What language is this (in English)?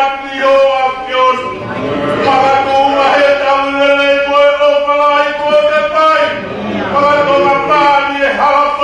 Tongan